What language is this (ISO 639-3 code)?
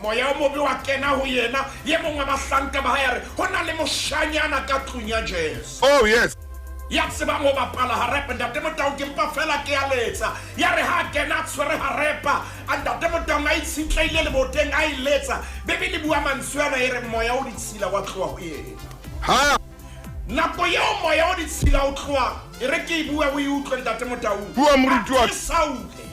sot